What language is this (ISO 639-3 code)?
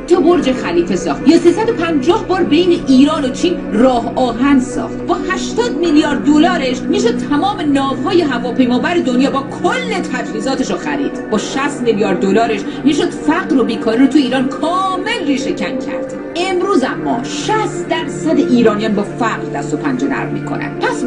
fas